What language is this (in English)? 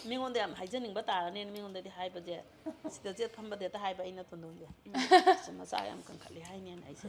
Manipuri